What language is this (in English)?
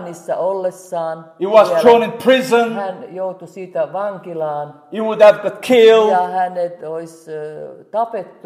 Finnish